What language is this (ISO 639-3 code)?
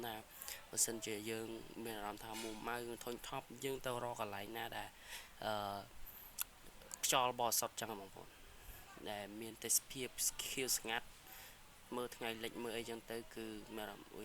khm